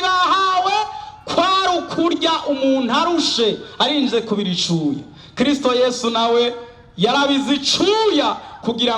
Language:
Rundi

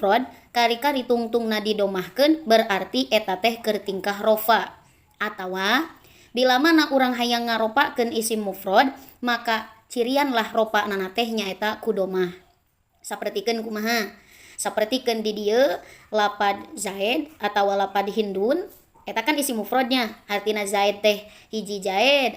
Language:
Sundanese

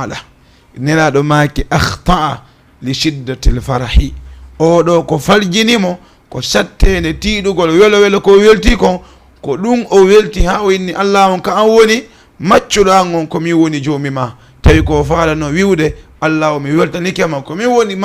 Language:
Fula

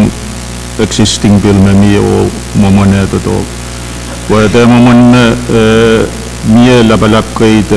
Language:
Pohnpeian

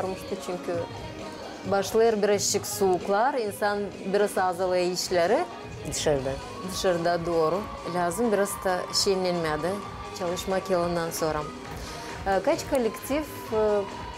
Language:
Gagauz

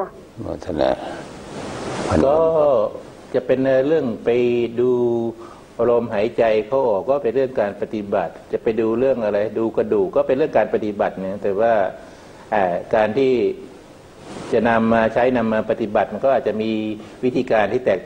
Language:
Thai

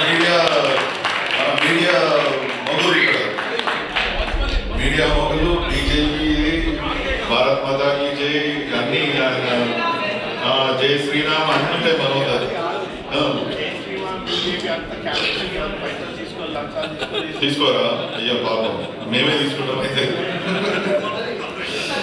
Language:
Telugu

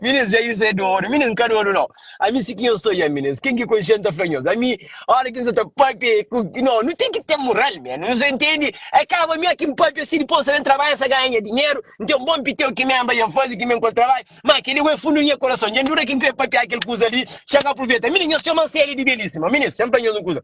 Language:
Kabuverdianu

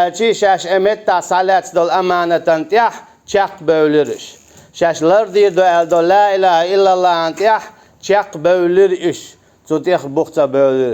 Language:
Chechen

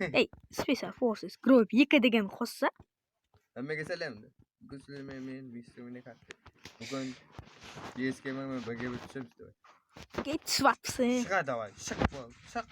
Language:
Kara-Kalpak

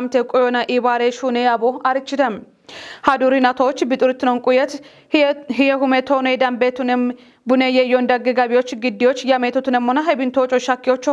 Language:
Kafa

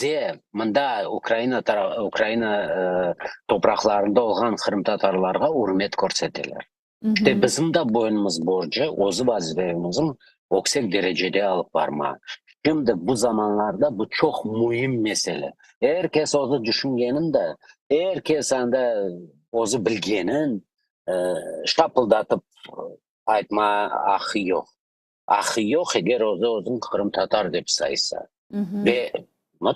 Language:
Crimean Tatar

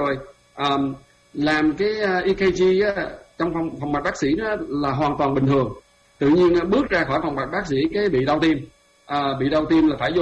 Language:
Vietnamese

